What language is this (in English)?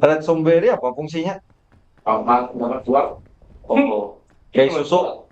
Banjar